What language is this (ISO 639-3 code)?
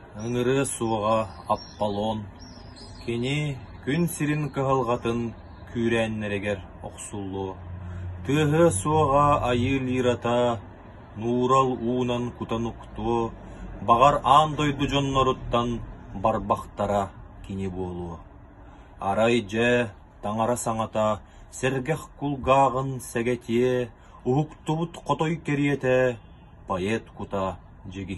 sah